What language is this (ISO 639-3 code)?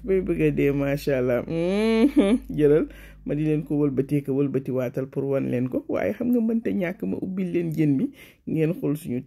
wol